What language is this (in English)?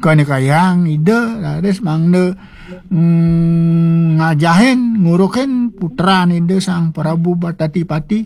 Balinese